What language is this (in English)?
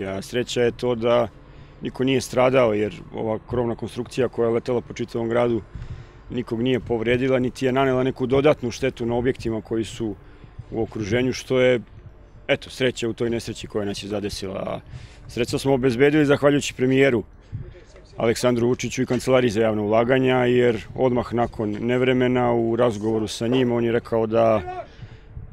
Serbian